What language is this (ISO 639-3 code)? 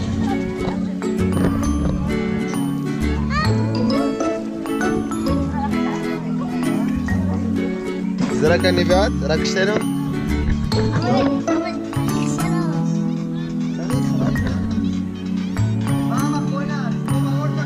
heb